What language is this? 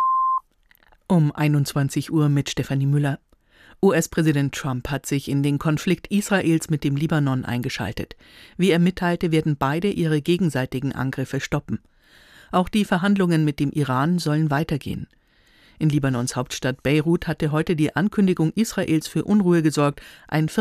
German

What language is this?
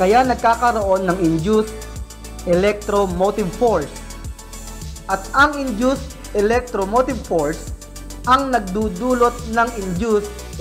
Filipino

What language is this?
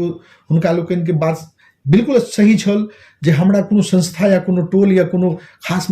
Maithili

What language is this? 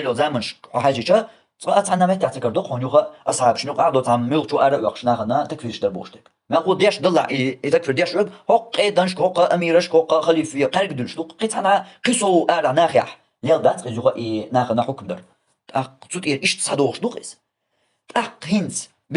Chechen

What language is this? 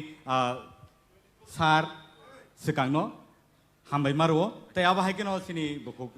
Kok Borok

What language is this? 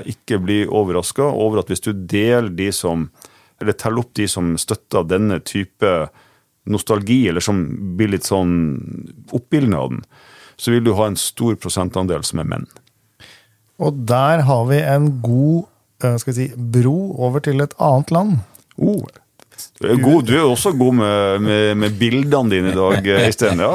Norwegian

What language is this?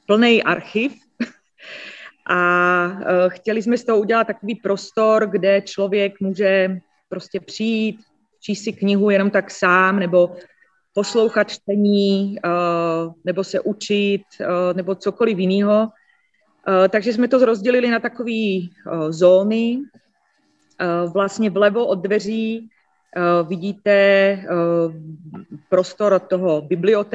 Czech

